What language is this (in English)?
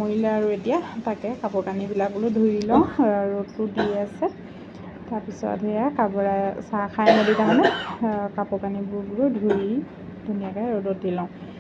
Assamese